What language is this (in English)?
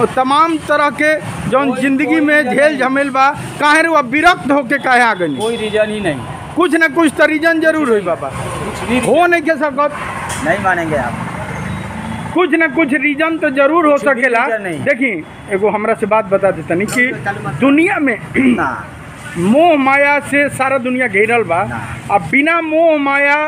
Bhojpuri